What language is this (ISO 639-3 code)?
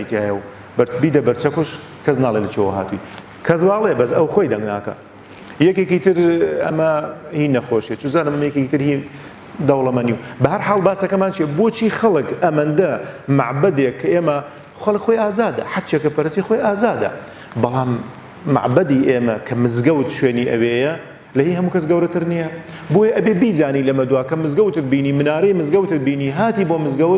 ckb